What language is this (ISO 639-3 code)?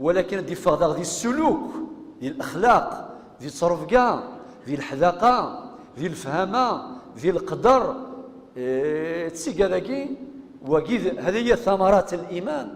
kab